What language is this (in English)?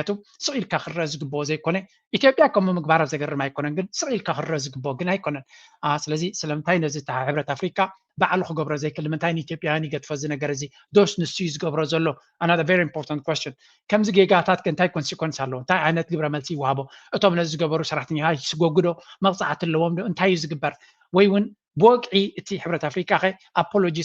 Tigrinya